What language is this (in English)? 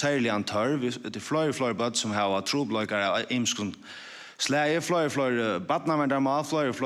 Faroese